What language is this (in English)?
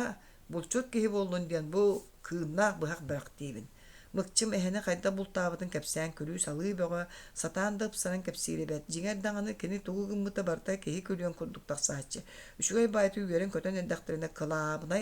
Yakut